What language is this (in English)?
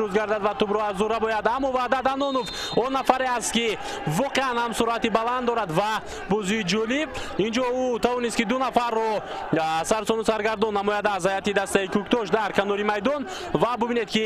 Tajik